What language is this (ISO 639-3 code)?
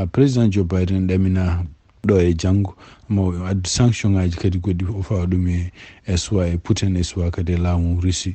ful